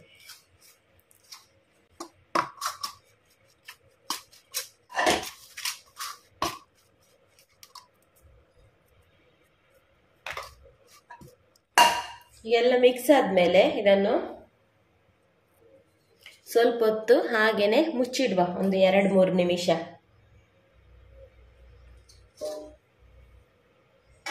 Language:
Kannada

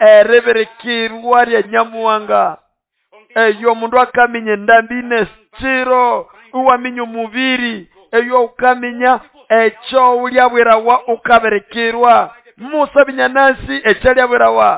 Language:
Nande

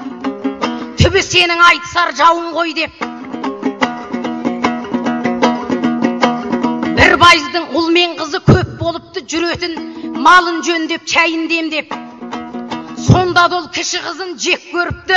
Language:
Kazakh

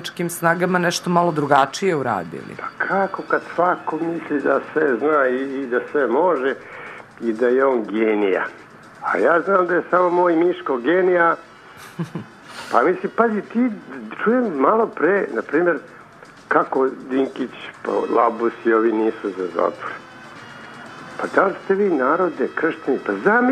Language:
Serbian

